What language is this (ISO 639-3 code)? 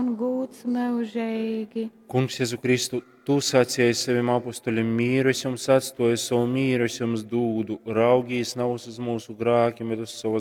ltg